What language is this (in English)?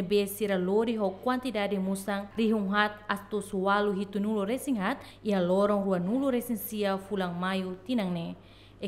Tetum